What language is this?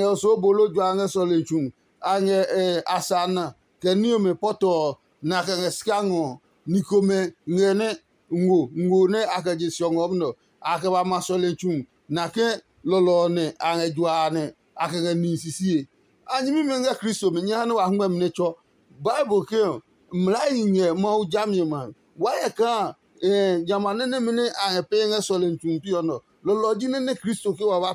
Adangme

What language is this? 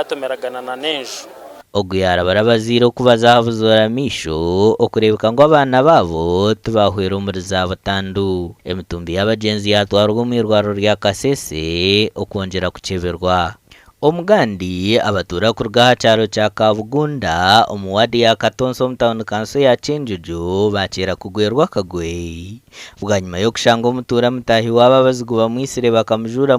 Nyankole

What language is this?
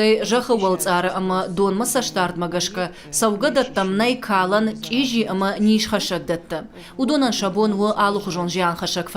Ossetic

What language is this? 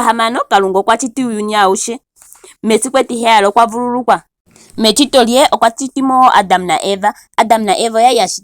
Ndonga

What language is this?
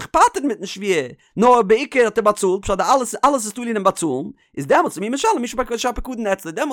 Yiddish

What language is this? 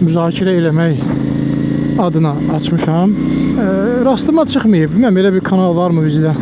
Azerbaijani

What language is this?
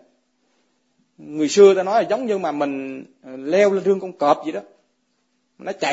Vietnamese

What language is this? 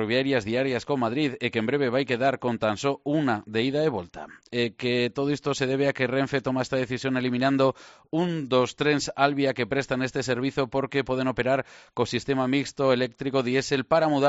Galician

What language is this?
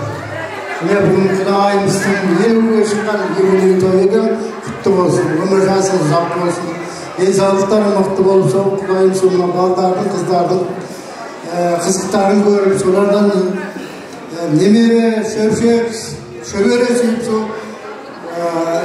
Kara-Kalpak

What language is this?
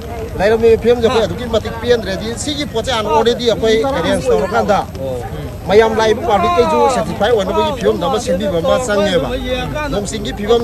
Manipuri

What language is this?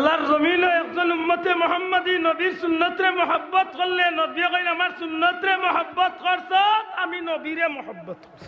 Sylheti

